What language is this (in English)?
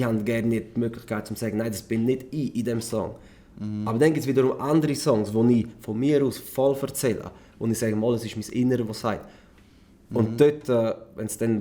Swiss German